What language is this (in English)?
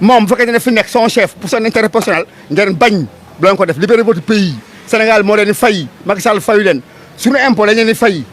Wolof